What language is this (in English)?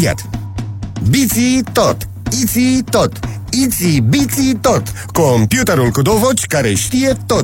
Romanian